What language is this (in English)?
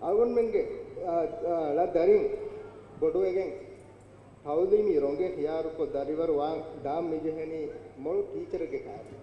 Divehi